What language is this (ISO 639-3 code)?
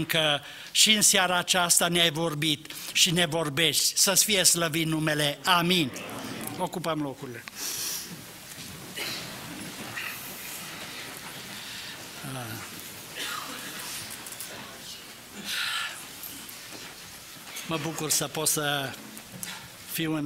ron